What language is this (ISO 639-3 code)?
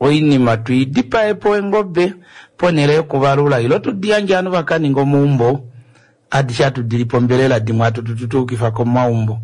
kua